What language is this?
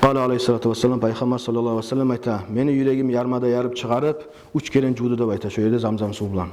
Kumyk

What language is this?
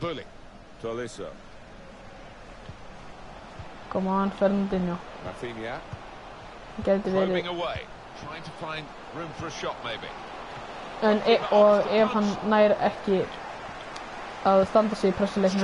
Icelandic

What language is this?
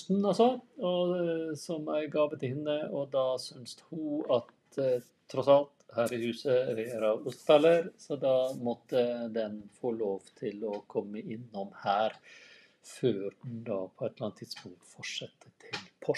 Norwegian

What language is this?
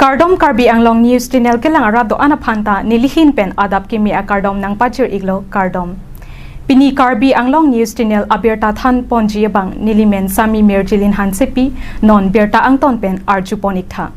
Karbi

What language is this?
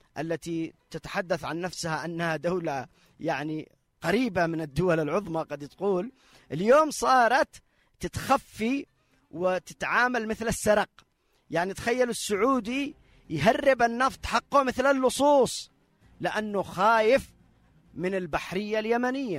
Arabic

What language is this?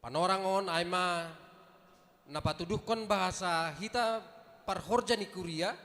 Batak Simalungun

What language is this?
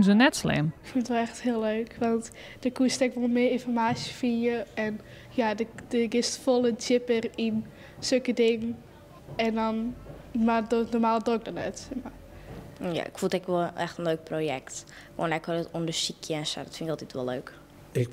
Western Frisian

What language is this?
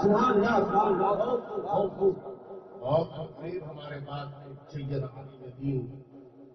Urdu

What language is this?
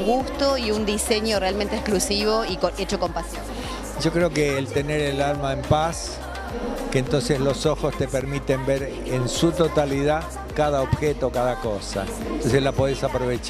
Spanish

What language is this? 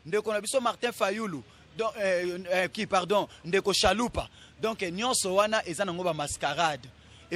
Lingala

